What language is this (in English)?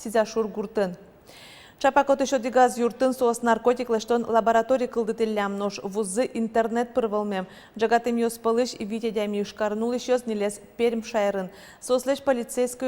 Udmurt